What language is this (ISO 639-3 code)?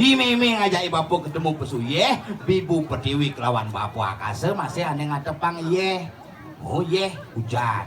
ban